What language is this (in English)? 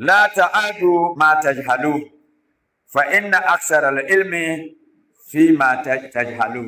Dagbani